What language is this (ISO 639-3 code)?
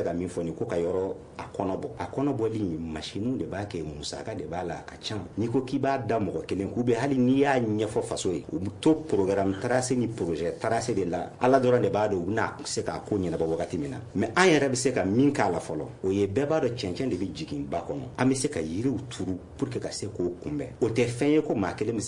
bam